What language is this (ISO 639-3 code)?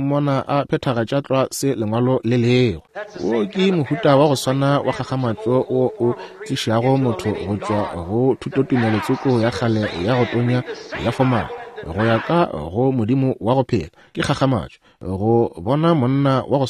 nso